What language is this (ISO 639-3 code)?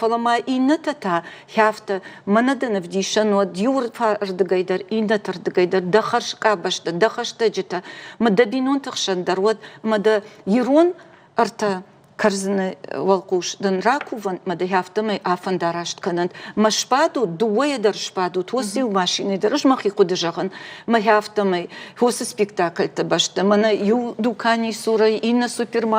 oss